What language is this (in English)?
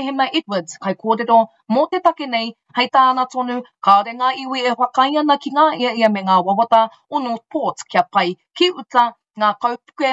Māori